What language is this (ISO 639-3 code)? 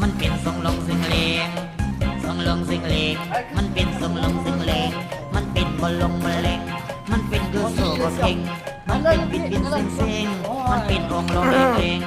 lao